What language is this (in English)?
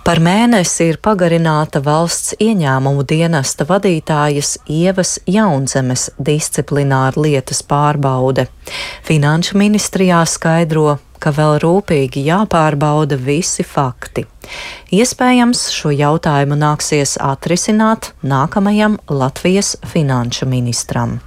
Latvian